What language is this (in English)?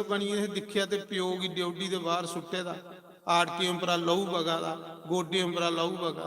Dogri